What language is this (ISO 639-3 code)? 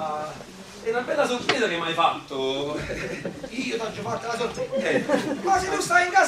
nap